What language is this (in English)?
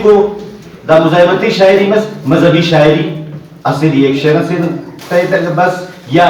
Brahui